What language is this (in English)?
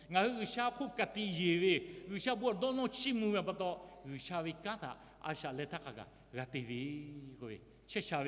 Lahu